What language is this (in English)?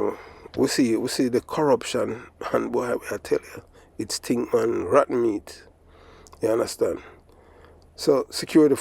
Jamaican Creole English